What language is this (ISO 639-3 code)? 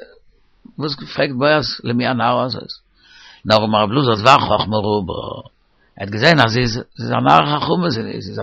yid